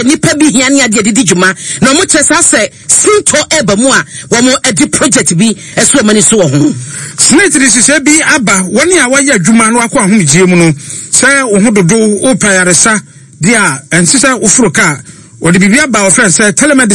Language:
Akan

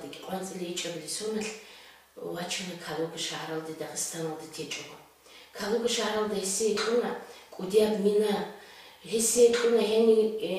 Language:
Avaric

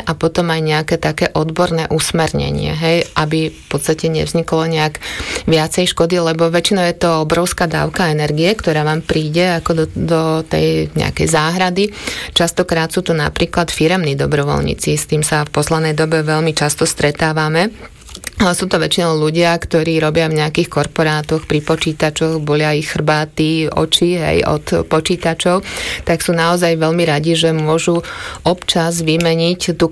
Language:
Slovak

